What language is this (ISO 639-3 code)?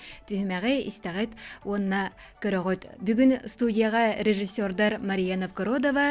sah